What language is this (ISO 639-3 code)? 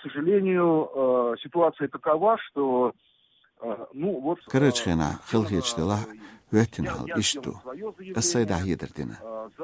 che